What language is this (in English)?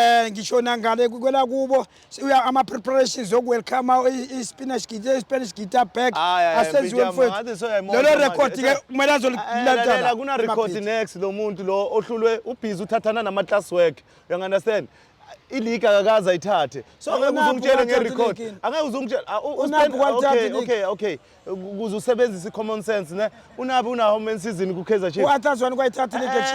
Zulu